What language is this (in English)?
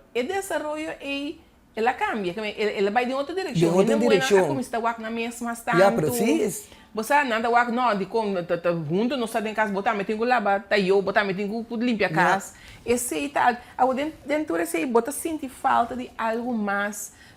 Papiamento